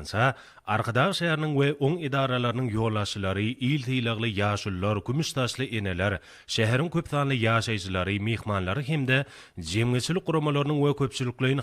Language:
Turkmen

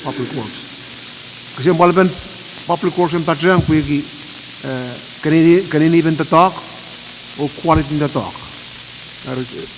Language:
Pohnpeian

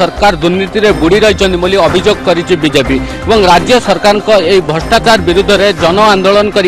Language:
Odia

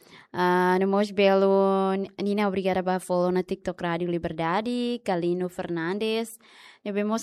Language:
Tetum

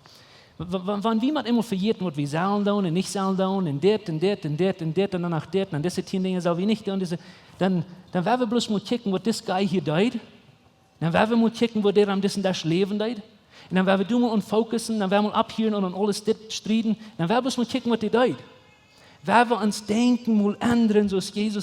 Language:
Plautdietsch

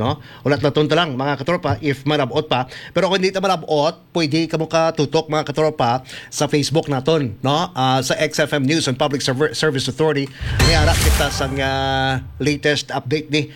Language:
Hiligaynon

